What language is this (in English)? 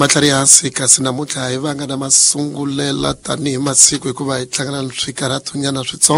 Tsonga